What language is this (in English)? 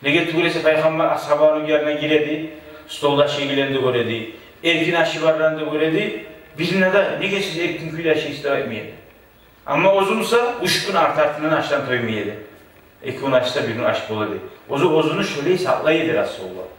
Kumyk